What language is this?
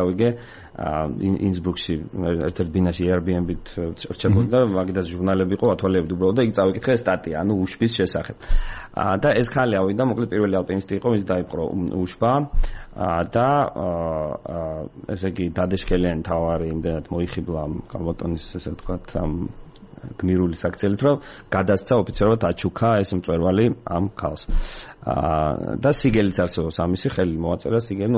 Georgian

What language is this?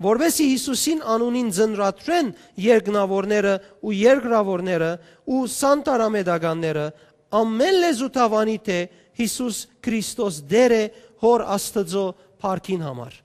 Western Armenian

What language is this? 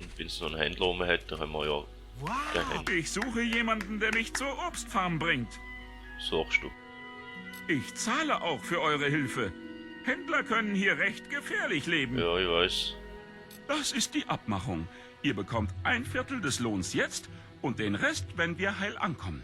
Swiss German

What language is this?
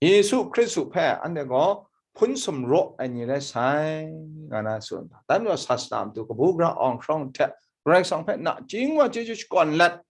Kachin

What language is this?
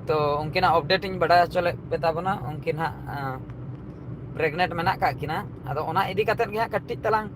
Santali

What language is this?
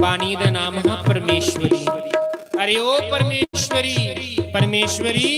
Dogri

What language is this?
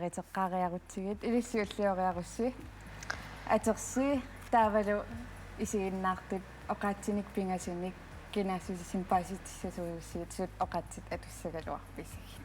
Kalaallisut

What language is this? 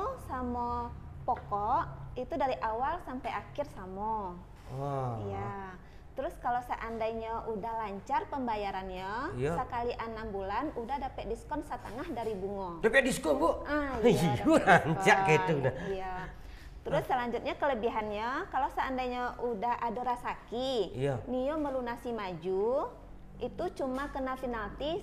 Minangkabau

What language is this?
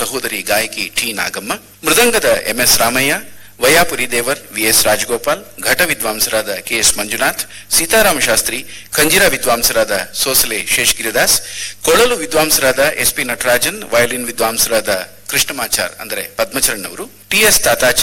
Kannada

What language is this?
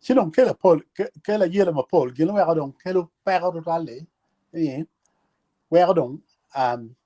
Acoli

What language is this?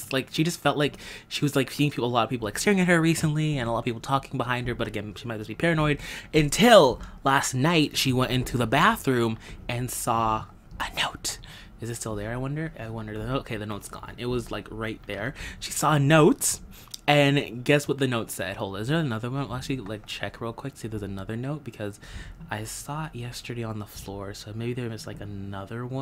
English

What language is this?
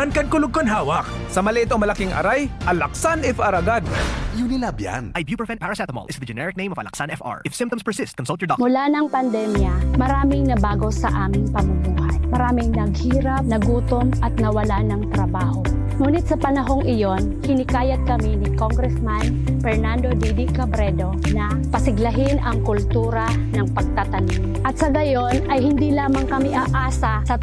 Bikol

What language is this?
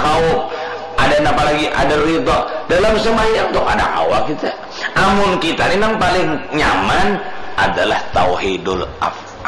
Banjar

